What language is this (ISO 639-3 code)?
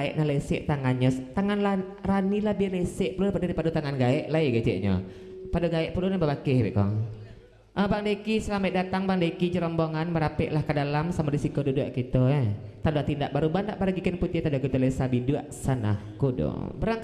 min